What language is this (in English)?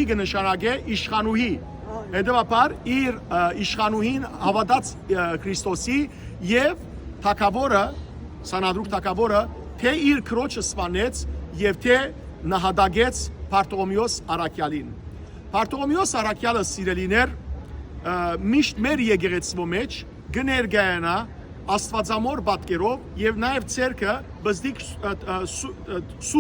Western Armenian